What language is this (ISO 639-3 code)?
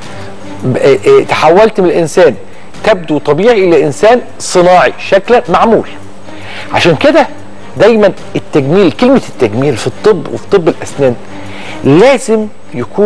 arz